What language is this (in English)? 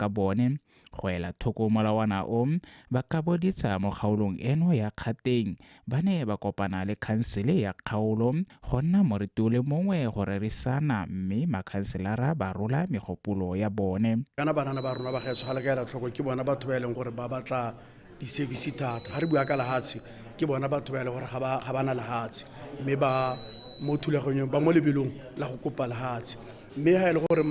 Tswana